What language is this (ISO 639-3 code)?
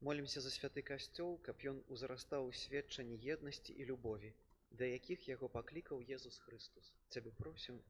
bel